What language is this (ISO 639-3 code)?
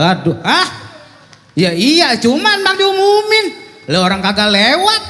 bew